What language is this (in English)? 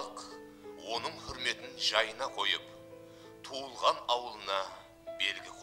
Kara-Kalpak